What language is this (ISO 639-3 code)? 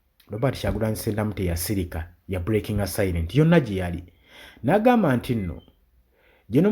lug